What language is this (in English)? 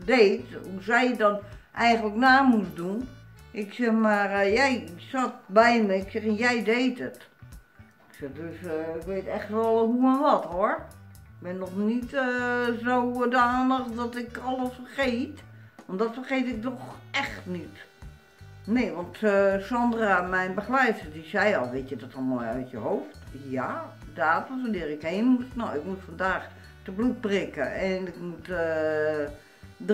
Dutch